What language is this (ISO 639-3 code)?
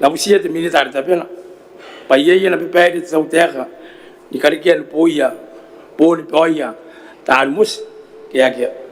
gil